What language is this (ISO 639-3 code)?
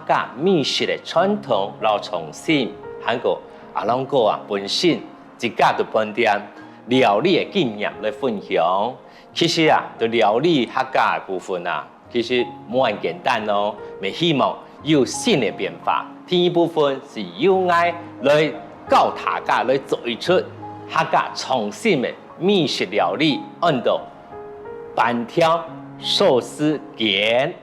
hak